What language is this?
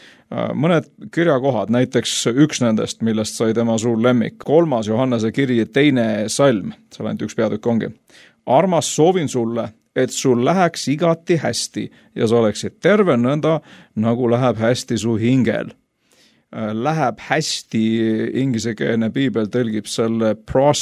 Estonian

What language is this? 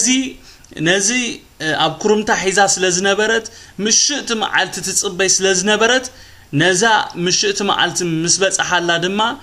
Tigrinya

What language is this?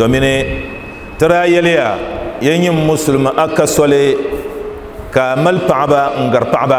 Dagbani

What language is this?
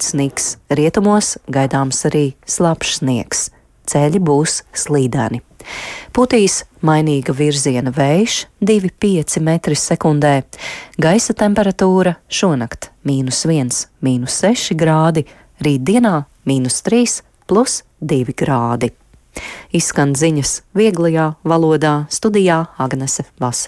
Latvian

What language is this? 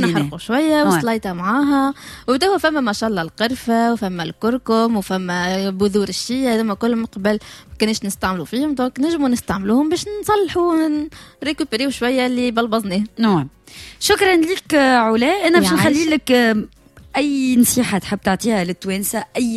Tunisian Arabic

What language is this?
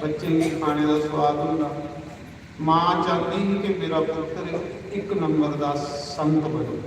Dogri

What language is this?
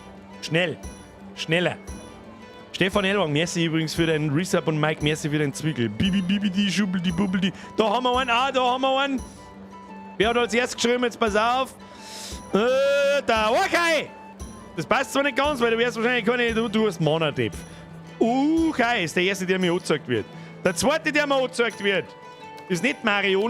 Bavarian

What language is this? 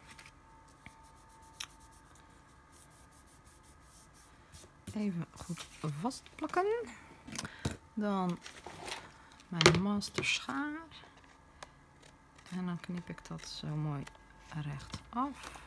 Dutch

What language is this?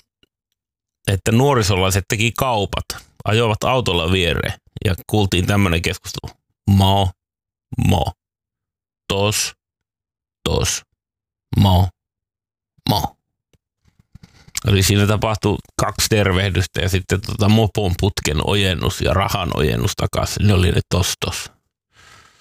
Finnish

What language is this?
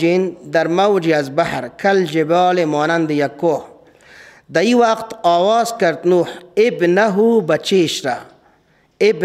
Persian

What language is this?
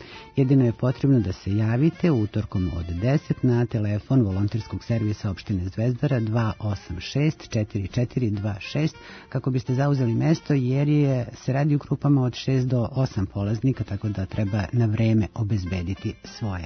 Serbian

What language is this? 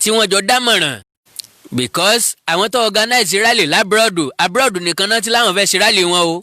Yoruba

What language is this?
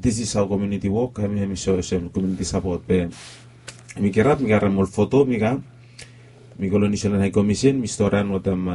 Bislama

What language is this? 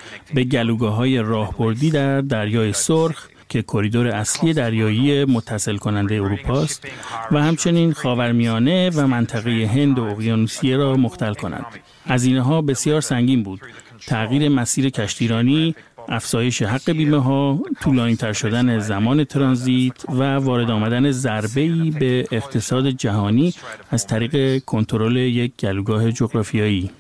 Persian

